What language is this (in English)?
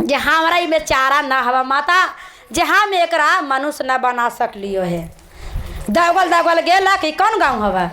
Magahi